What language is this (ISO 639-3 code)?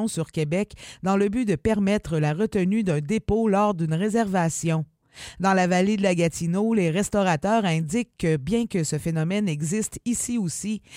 fra